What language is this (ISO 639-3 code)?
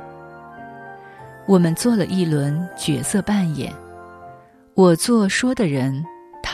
zho